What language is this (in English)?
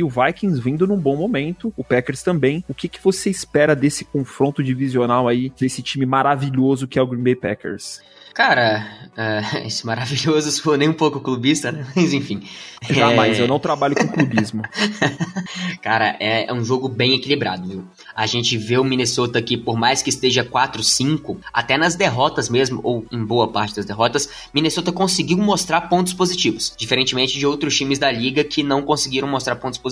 Portuguese